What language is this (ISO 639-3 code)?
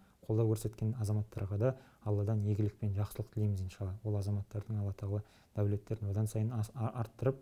kaz